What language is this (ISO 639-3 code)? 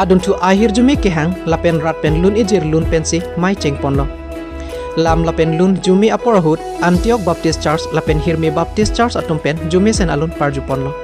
mjw